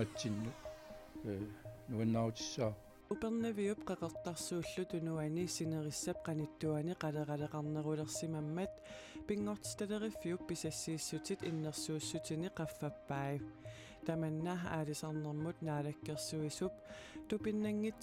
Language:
Kalaallisut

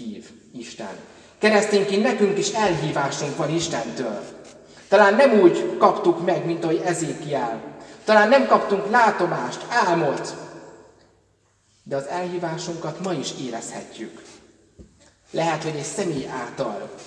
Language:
Hungarian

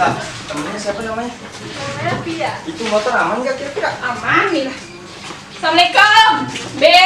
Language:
Betawi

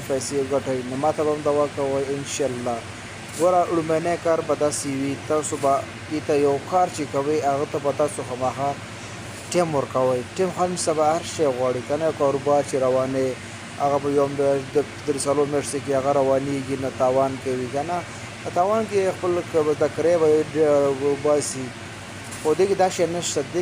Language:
Pashto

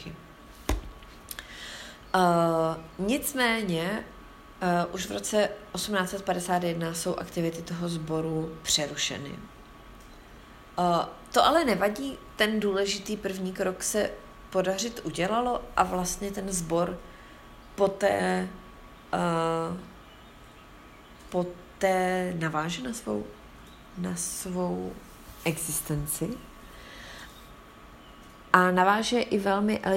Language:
Czech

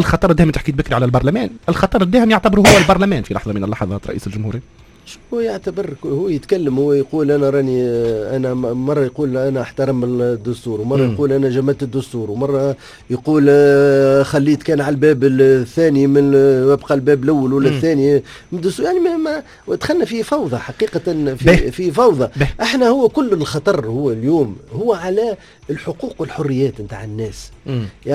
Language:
Tunisian Arabic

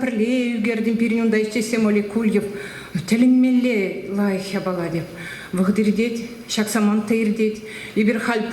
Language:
Chuvash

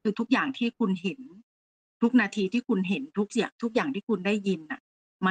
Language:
Thai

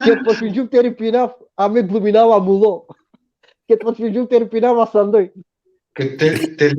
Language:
Balkan Romani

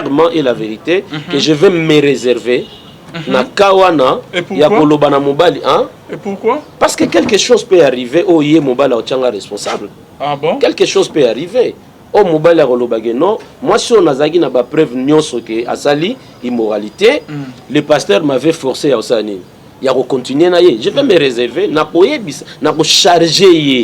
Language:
Lingala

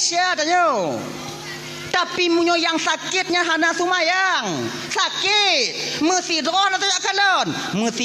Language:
Achinese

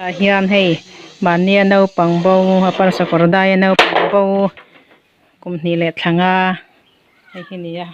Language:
Hmar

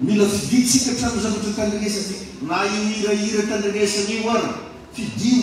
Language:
Malagasy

